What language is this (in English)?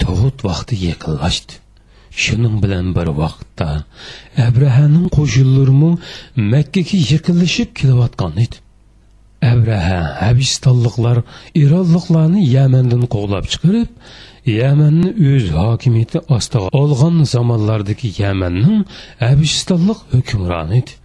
Uyghur